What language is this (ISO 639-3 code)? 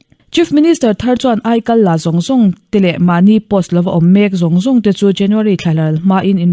lus